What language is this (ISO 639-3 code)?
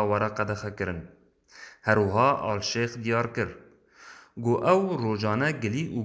kur